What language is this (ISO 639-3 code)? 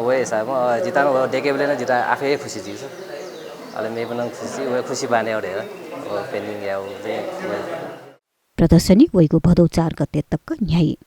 new